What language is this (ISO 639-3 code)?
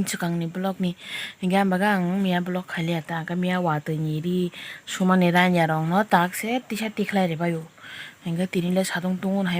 trp